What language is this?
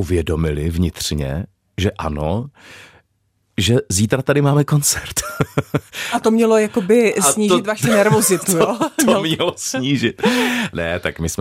Czech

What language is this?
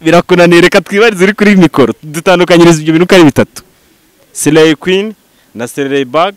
Kinyarwanda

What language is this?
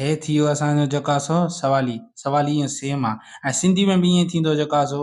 Sindhi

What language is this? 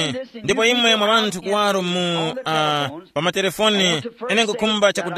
Tumbuka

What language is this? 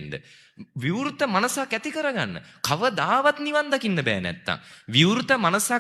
Sinhala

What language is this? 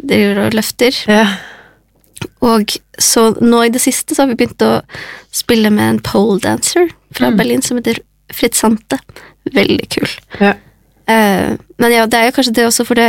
Norwegian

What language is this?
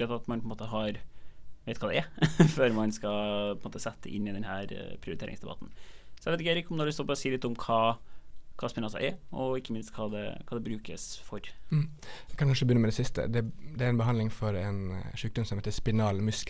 Norwegian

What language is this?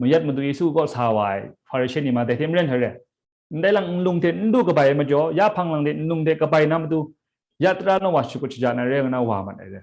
Kachin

